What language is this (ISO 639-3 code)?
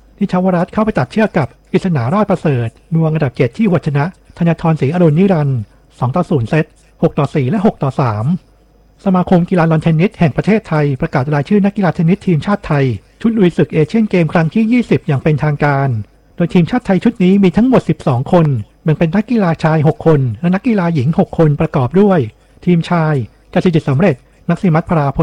tha